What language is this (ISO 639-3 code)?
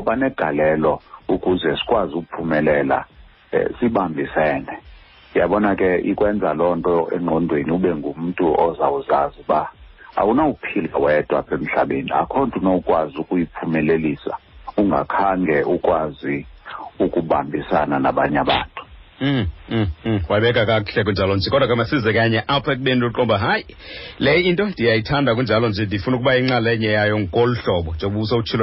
xho